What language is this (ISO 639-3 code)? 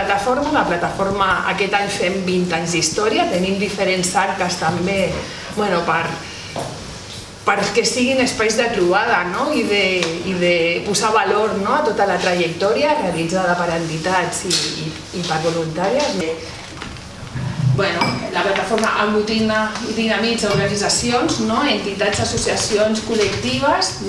cat